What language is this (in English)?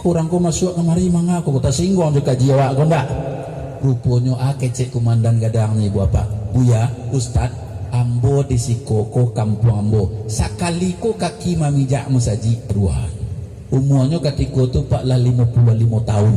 Minangkabau